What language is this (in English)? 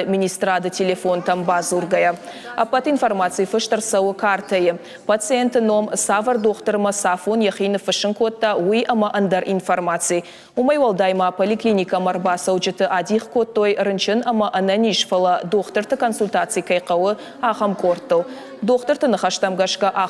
Ossetic